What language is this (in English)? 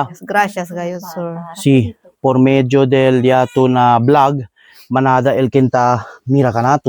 Chavacano